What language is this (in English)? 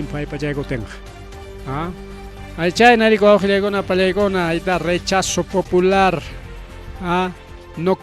Ayacucho Quechua